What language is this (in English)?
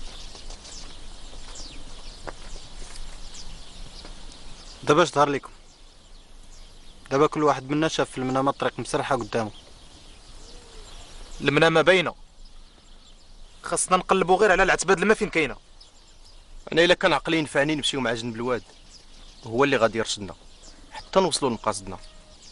Moroccan Arabic